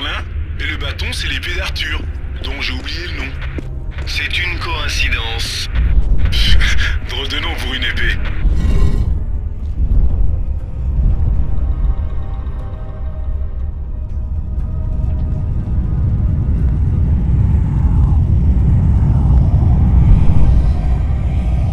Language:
French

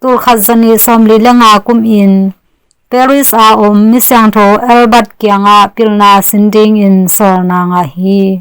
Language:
Tedim Chin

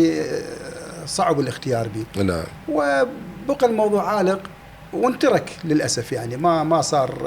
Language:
Mesopotamian Arabic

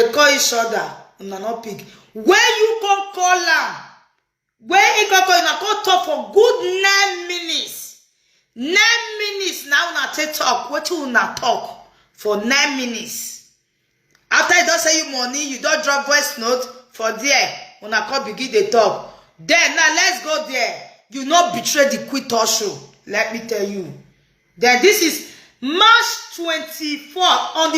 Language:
Nigerian Pidgin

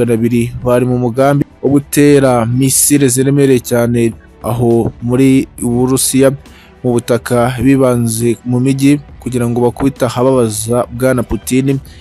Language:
Kinyarwanda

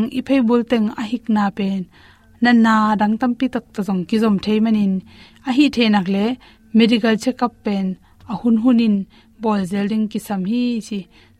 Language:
Tedim Chin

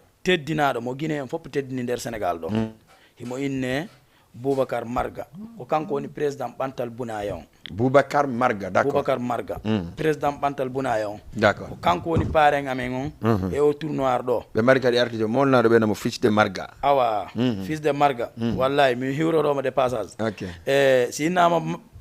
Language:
Fula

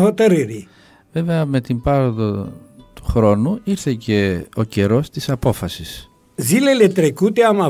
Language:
Greek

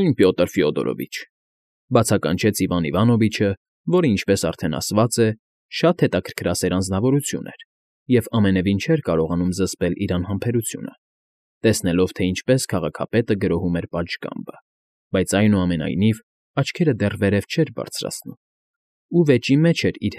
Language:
Armenian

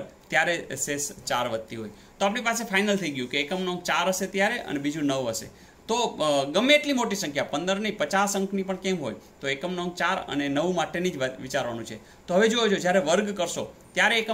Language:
Gujarati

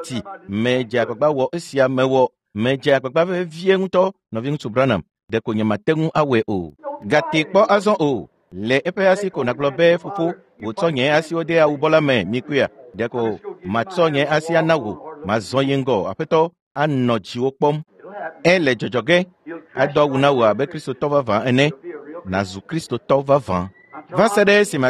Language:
Ewe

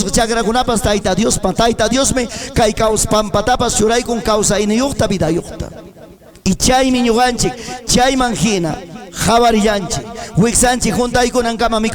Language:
Ayacucho Quechua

